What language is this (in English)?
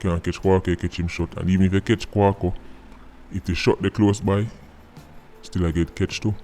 Jamaican Creole English